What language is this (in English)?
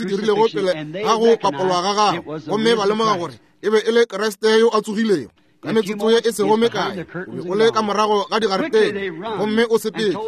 Northern Sotho